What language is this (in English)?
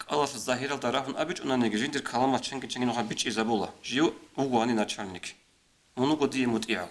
Avaric